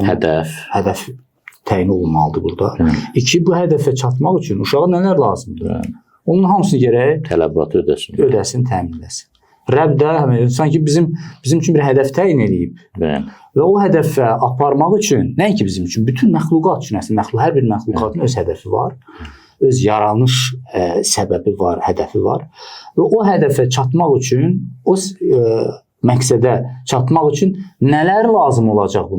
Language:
Azerbaijani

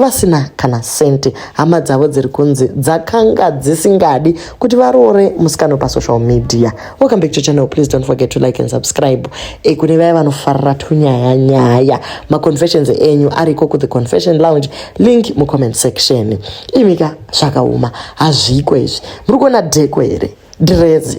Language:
Shona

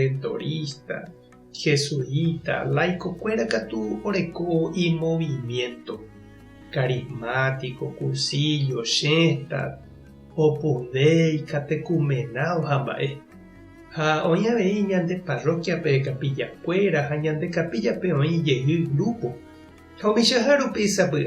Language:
Guarani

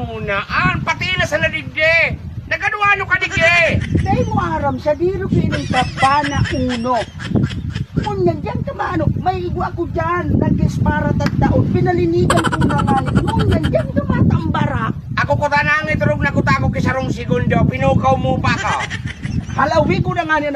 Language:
Bikol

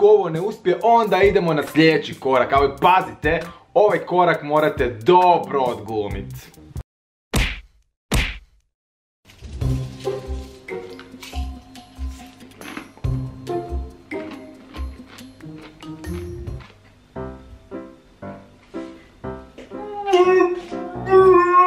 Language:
Croatian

